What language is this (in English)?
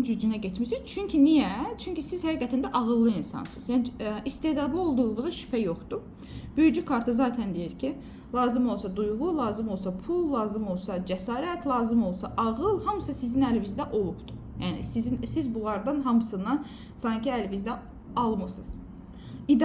Azerbaijani